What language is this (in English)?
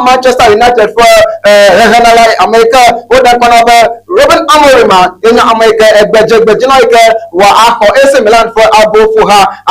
Ewe